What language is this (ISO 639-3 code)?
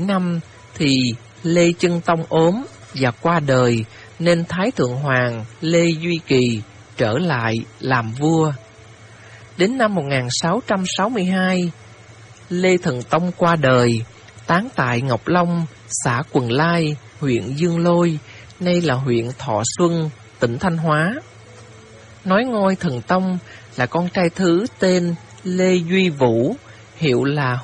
vie